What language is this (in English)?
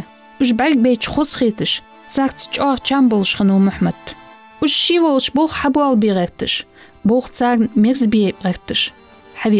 Ingush